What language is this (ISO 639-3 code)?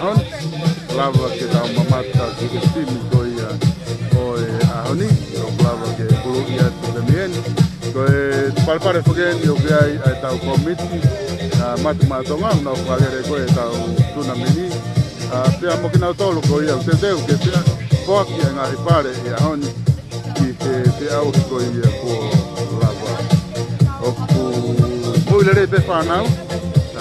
ton